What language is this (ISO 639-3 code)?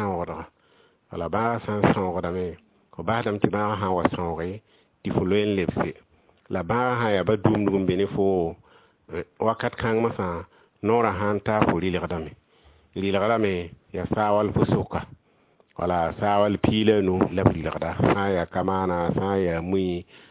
mos